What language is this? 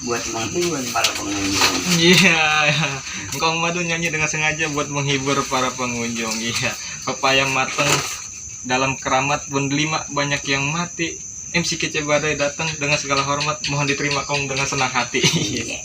Betawi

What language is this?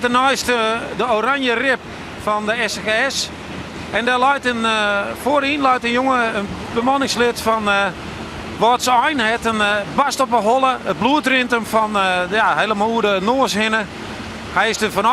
Western Frisian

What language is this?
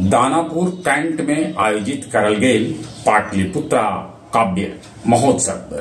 Magahi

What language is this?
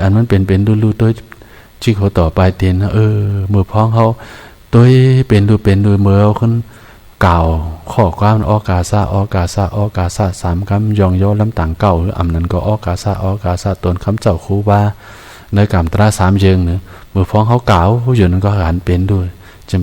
Shan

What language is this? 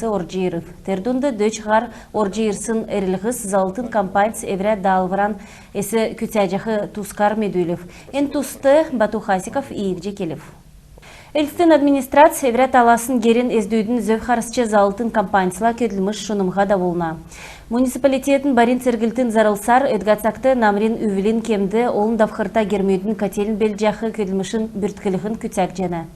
Kalmyk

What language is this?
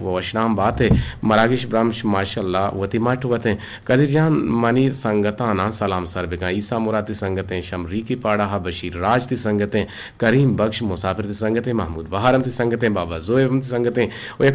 Eastern Balochi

